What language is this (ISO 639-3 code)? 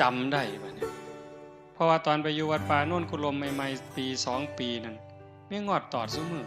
tts